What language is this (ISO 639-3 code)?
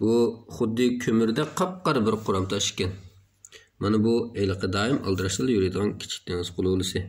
uig